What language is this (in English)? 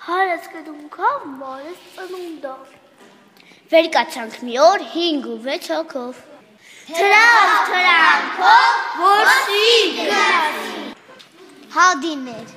Armenian